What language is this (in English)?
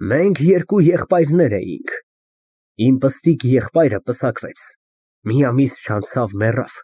Armenian